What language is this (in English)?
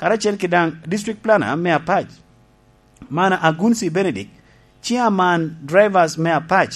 Lango (Uganda)